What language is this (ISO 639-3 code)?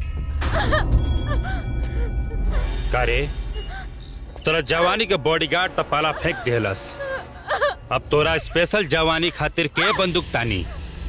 bho